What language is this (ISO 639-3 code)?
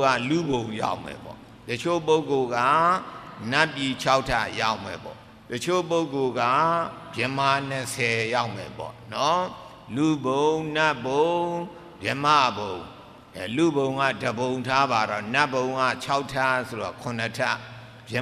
mya